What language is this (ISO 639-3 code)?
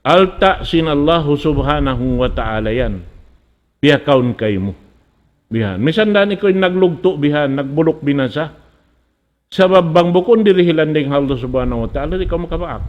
tsg